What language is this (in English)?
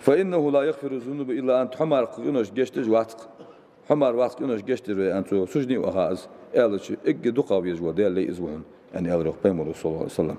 Ingush